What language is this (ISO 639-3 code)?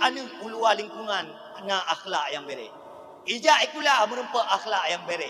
ace